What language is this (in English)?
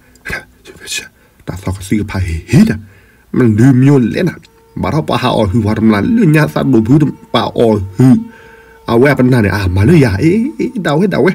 S'gaw Karen